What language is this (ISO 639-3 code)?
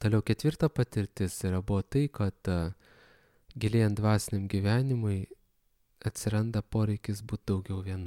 lit